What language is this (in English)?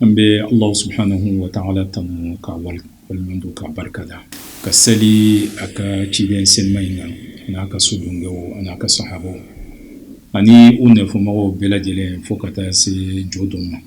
Bambara